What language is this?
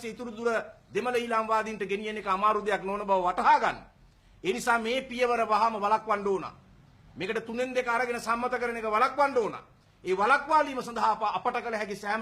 Sinhala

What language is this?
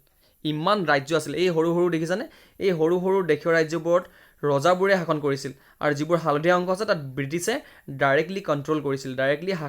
Assamese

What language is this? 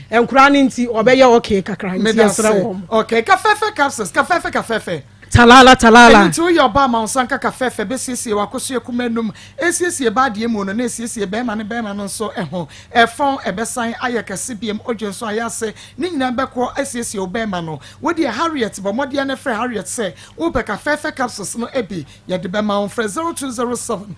Akan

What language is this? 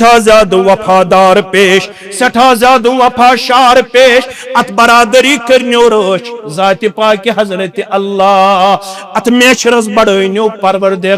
Kashmiri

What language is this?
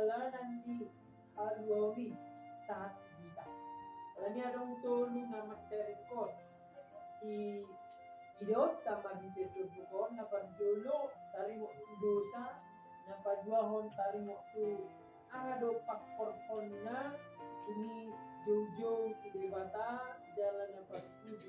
Batak Toba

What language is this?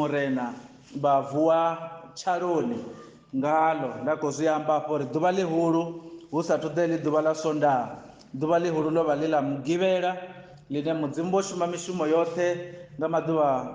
Venda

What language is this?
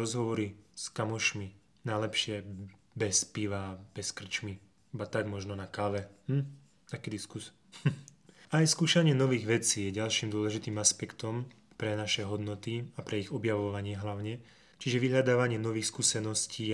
Slovak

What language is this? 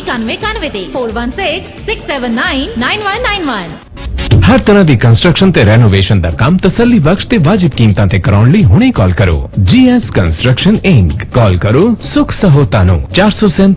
Punjabi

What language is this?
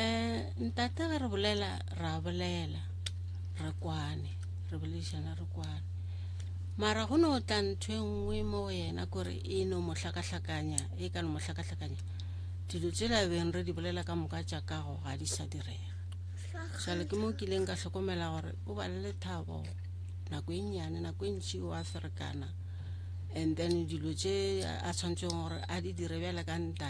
Northern Sotho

